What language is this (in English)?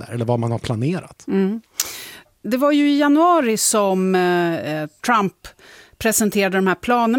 Swedish